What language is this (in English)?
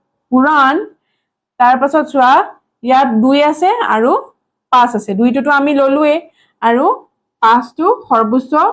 Assamese